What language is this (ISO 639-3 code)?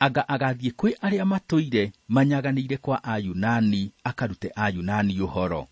kik